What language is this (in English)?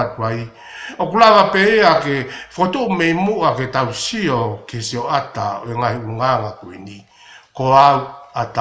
Tongan